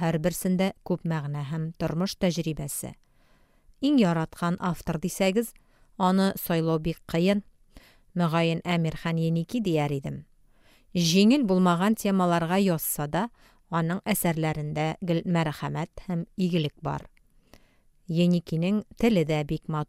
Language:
Tatar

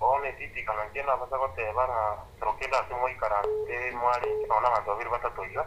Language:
Gusii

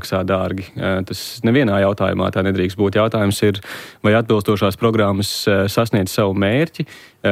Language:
Latvian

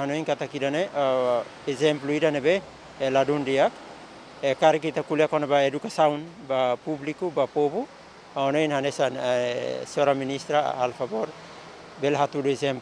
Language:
Tetum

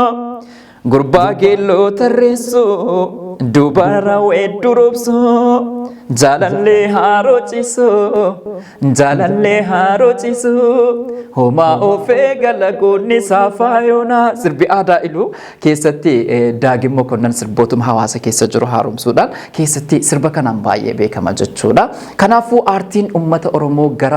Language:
Oromo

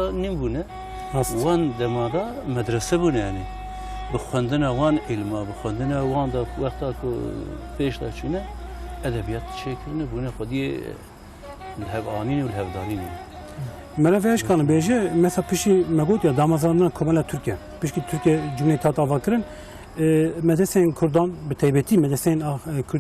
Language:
Kurdish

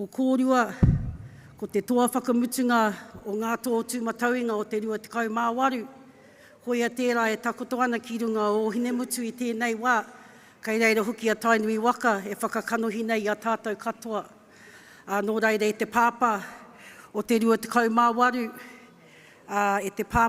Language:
Māori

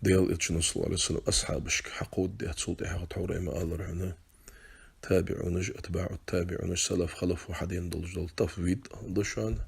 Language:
Ingush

